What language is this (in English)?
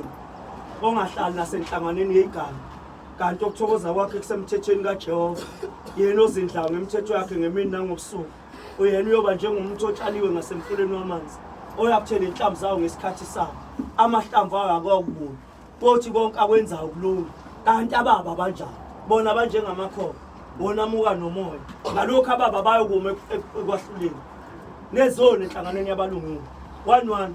Zulu